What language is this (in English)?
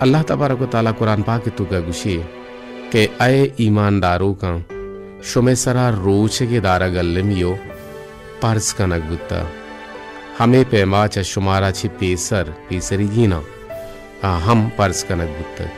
Baluchi